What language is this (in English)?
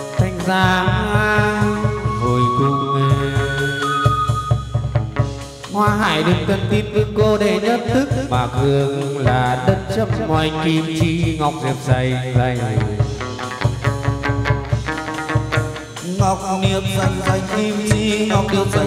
Vietnamese